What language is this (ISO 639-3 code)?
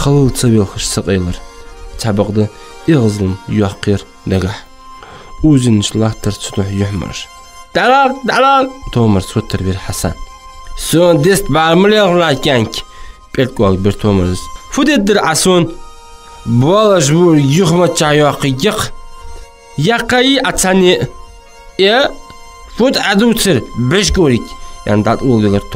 inh